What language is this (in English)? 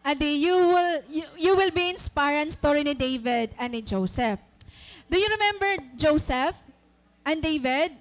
Waray